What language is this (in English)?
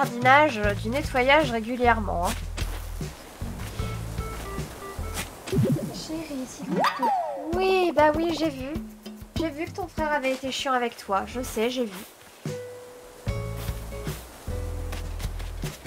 French